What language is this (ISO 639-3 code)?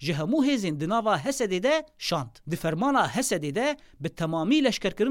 kur